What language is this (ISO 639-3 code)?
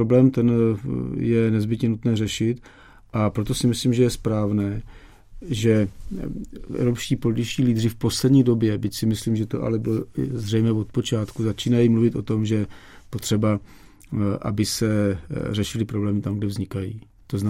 ces